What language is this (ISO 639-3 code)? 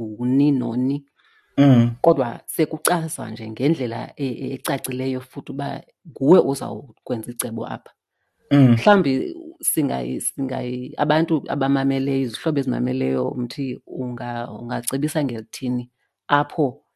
xho